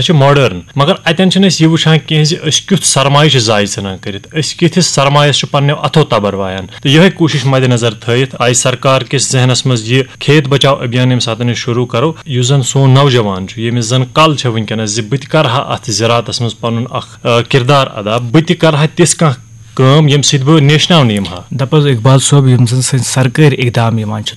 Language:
Kashmiri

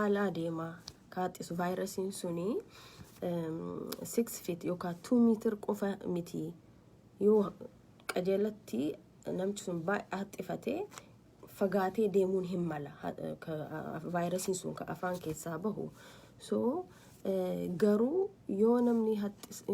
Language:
Oromo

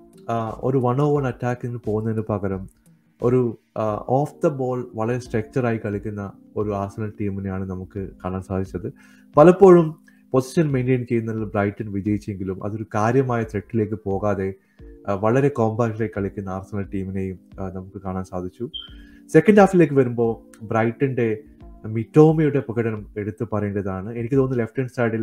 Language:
Malayalam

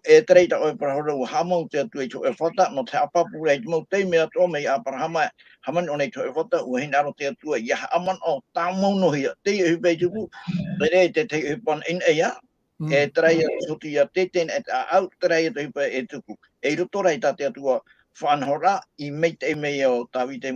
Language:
Tahitian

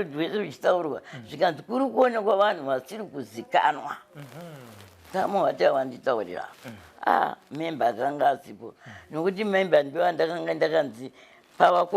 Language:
Shona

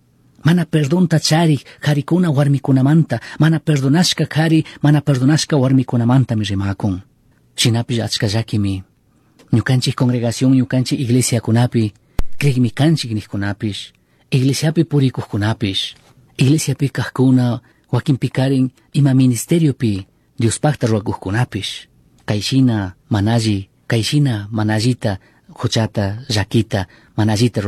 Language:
Chimborazo Highland Quichua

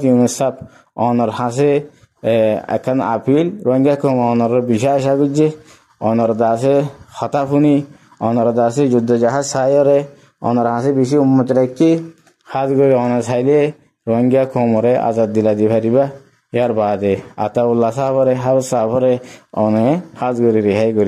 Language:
Rohingya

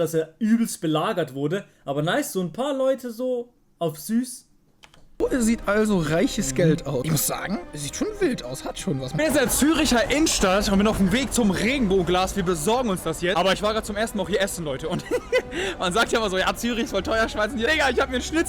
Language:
Swiss German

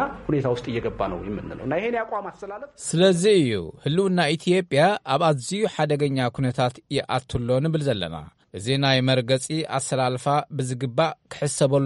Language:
Tigrinya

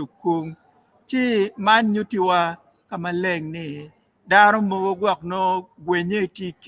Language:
Acoli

